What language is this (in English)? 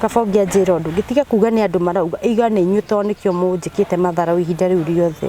Kikuyu